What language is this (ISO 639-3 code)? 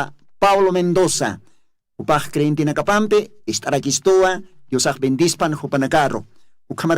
aym